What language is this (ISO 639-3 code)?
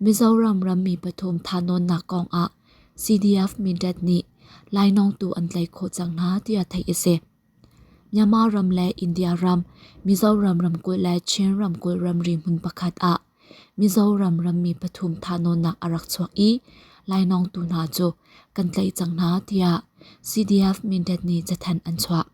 cnh